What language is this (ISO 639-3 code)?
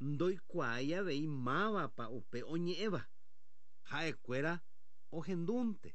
grn